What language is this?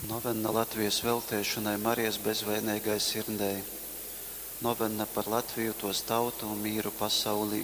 Latgalian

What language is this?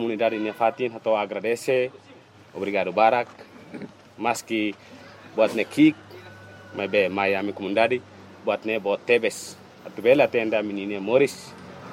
Tetum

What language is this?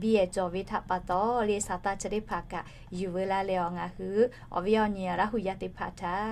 Lahu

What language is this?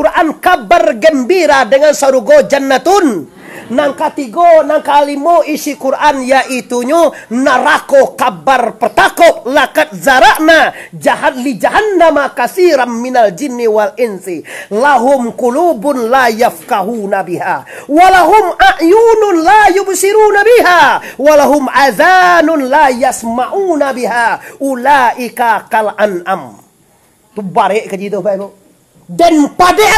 Minangkabau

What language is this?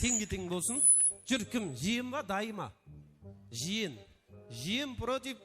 Kara-Kalpak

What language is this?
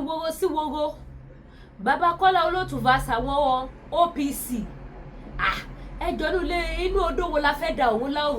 Yoruba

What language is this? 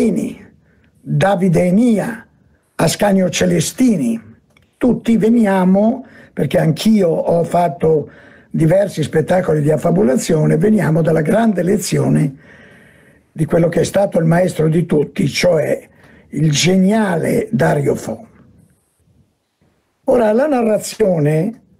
Italian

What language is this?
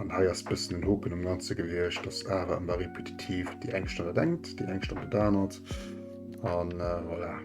Luxembourgish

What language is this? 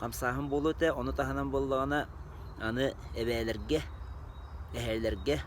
Yakut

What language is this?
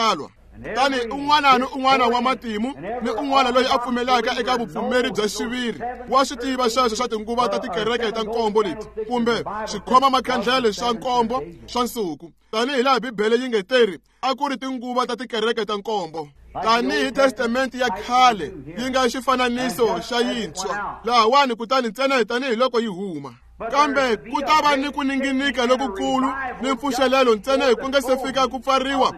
Tsonga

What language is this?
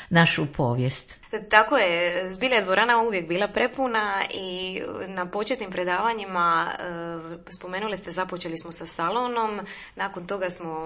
Croatian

